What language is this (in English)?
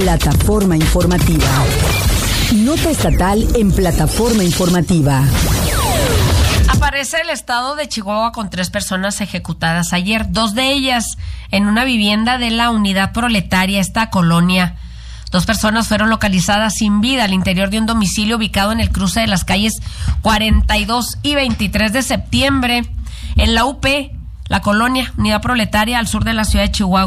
Spanish